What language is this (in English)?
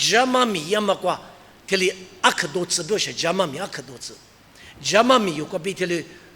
Lisu